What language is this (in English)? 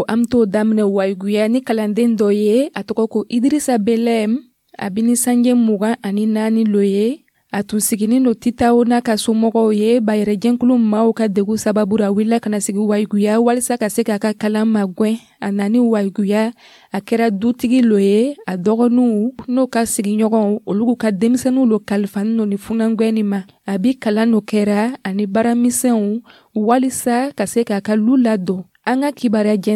Dyula